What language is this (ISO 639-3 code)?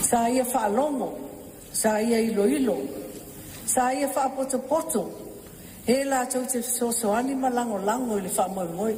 smo